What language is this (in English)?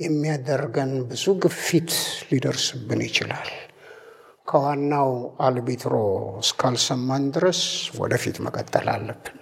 Amharic